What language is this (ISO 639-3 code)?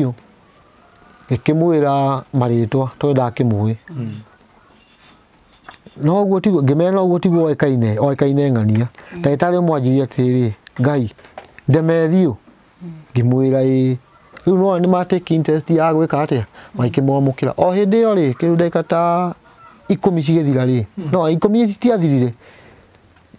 kik